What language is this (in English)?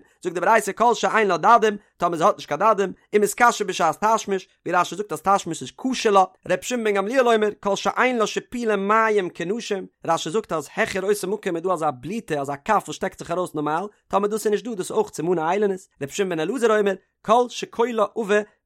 Yiddish